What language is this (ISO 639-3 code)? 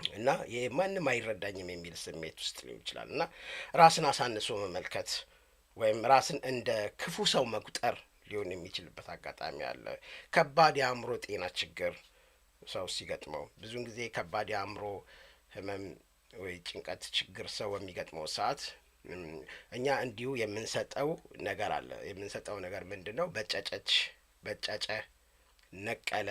amh